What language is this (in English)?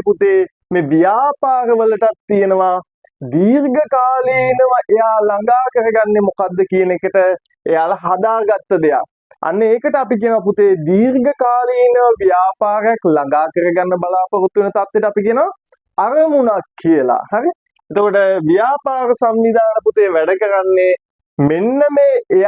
Sinhala